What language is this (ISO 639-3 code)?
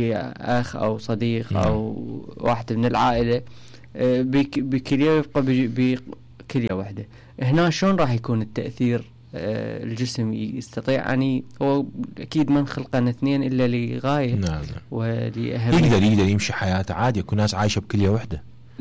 acm